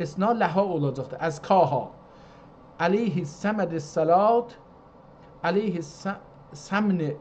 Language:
South Azerbaijani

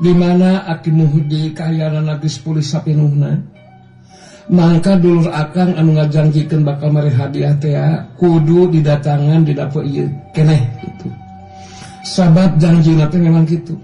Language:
Sundanese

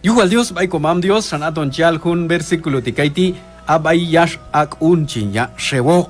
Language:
Q'anjob'al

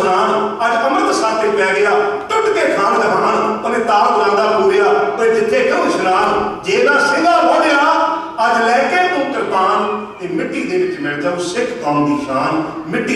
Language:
Punjabi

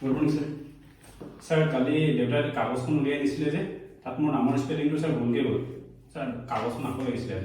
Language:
Assamese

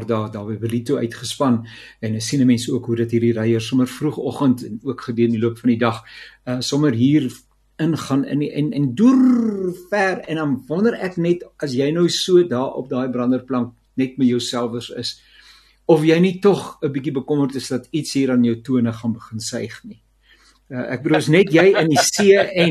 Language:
Afrikaans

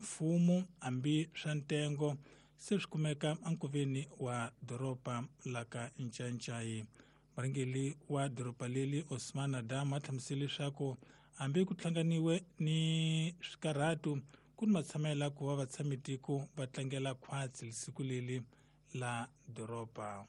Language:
Tsonga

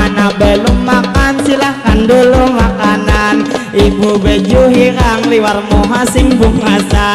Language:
Banjar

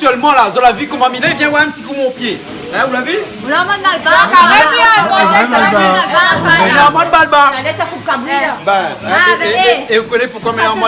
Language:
Réunion Creole French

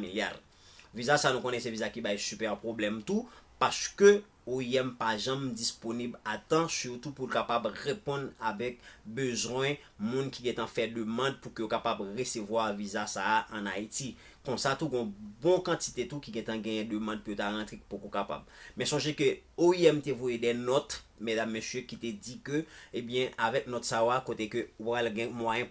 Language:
Haitian Creole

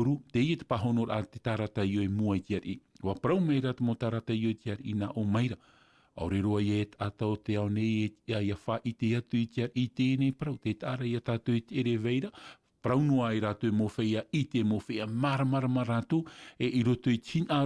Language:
Tahitian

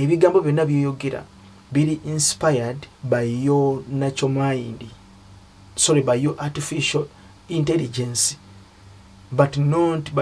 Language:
Ganda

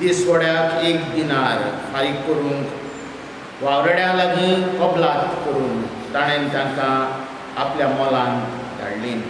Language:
Konkani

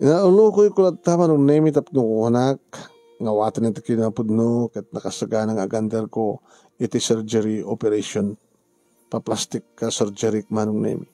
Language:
Iloko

